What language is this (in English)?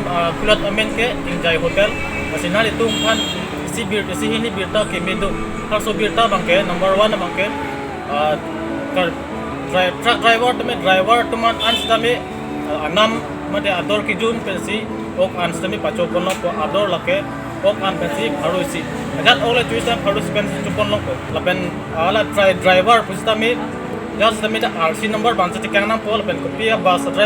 Karbi